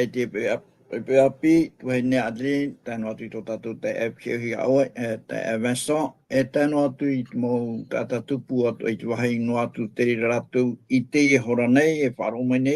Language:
Tahitian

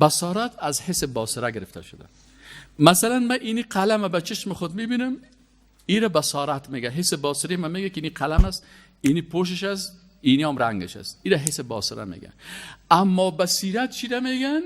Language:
Persian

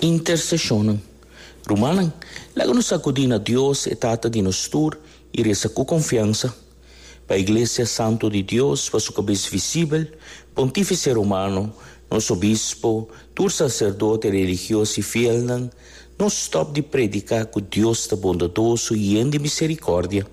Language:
Papiamento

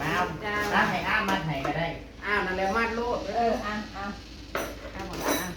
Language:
Northeastern Thai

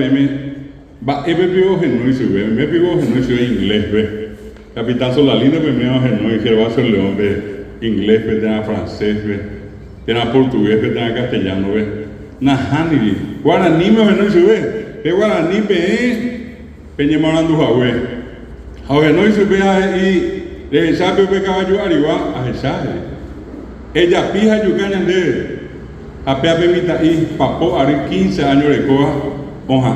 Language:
Guarani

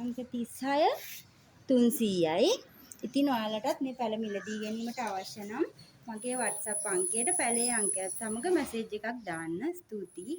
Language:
Sinhala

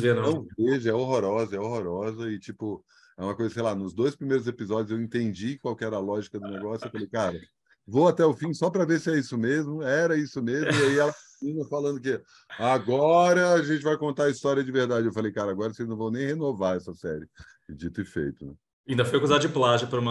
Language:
Portuguese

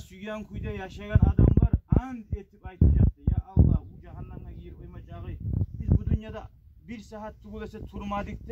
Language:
Kumyk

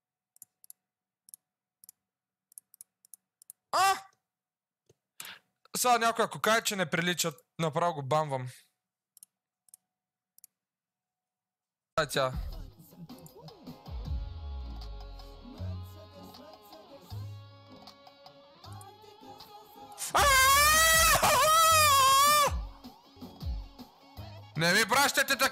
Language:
Bulgarian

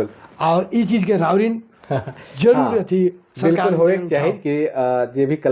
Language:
Sadri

